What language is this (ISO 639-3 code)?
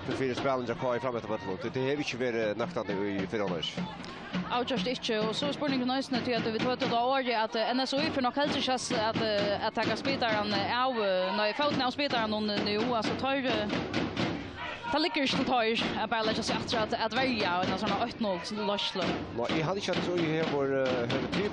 fao